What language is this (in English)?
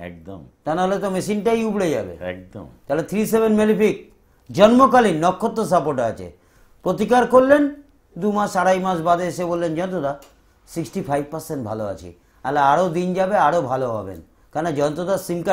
Bangla